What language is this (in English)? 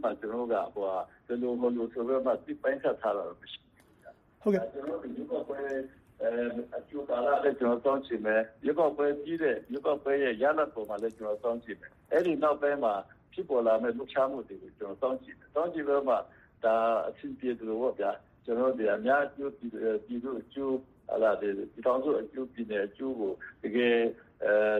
Burmese